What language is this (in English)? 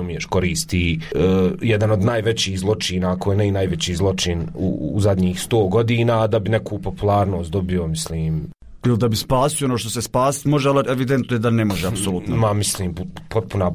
Croatian